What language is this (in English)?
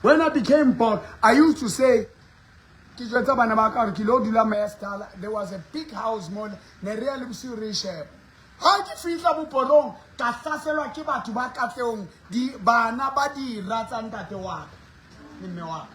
Southern Sotho